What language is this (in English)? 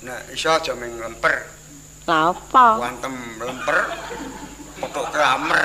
Javanese